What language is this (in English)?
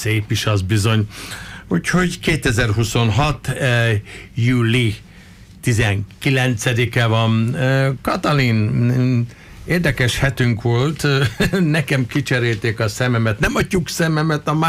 Hungarian